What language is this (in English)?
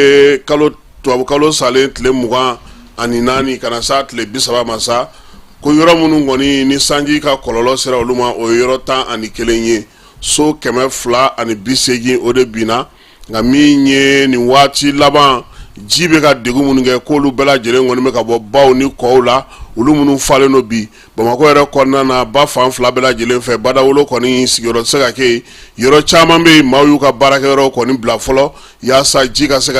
Bambara